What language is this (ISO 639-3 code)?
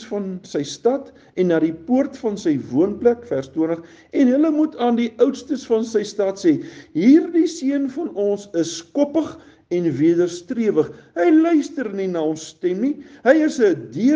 afr